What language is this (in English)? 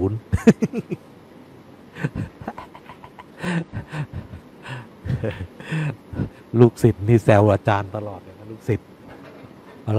Thai